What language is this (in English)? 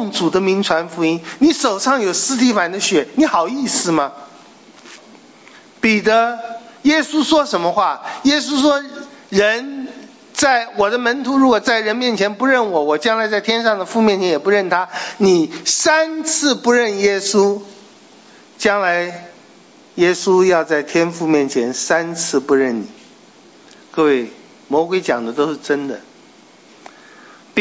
Chinese